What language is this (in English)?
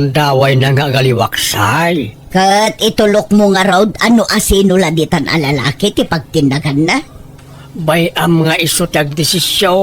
Iloko